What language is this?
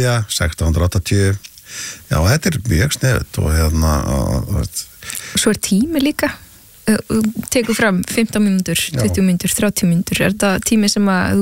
Icelandic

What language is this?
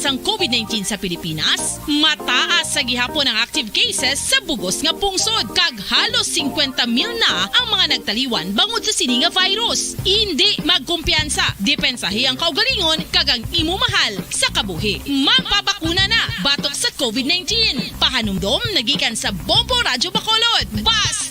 Hiligaynon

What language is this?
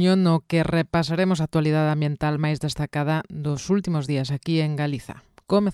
Galician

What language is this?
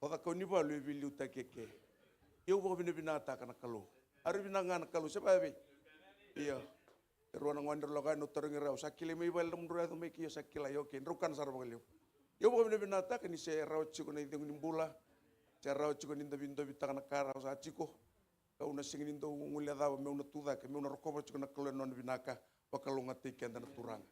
Fijian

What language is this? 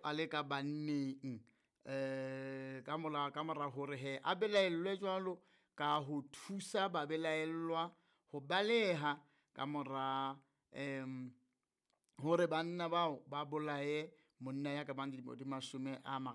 Southern Sotho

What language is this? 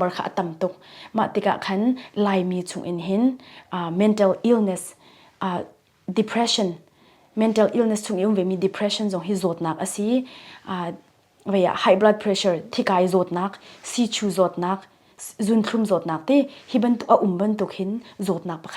Hakha Chin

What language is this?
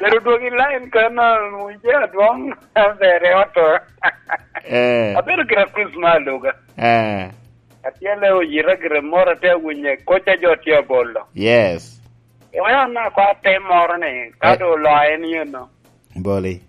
Lango (Uganda)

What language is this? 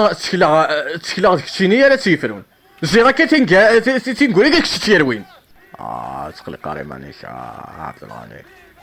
Kabyle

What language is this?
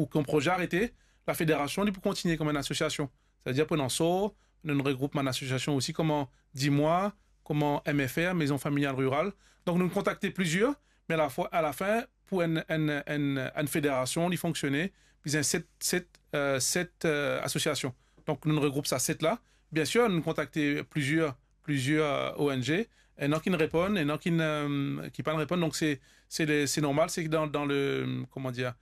Morisyen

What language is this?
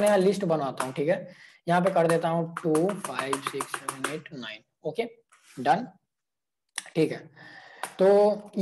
Hindi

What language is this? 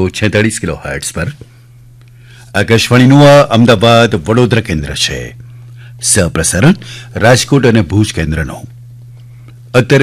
Gujarati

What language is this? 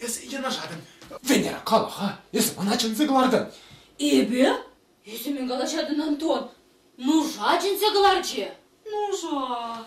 Chuvash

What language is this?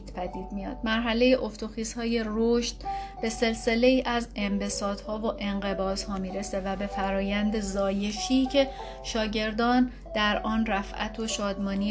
Persian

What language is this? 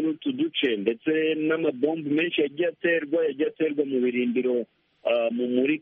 Kinyarwanda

